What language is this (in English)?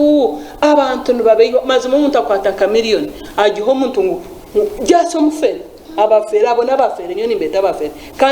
Nyankole